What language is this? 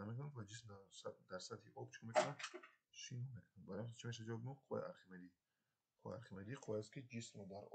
Tajik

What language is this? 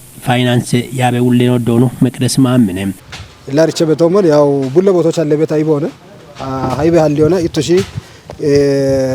Kafa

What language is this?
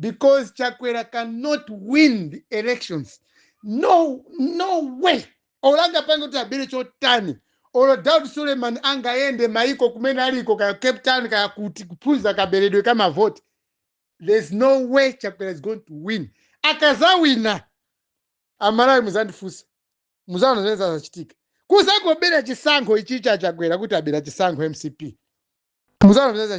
Nyanja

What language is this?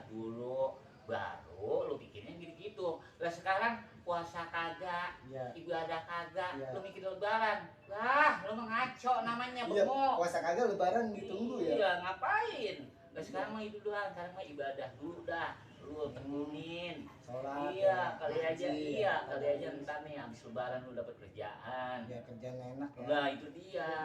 Betawi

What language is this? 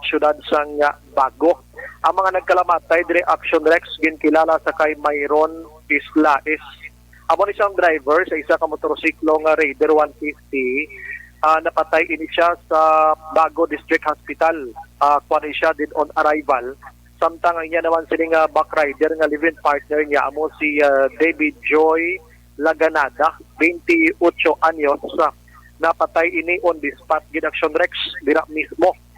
Hiligaynon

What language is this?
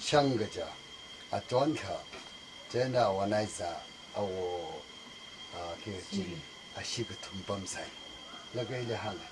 Tangkhul Naga (India)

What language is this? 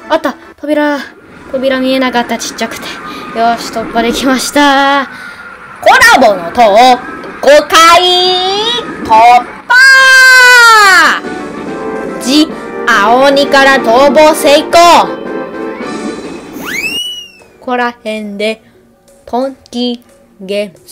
Japanese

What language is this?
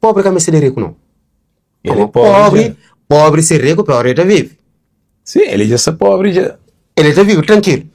Kabuverdianu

